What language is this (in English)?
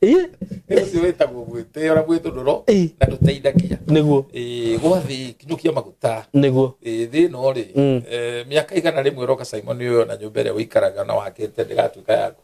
Kikuyu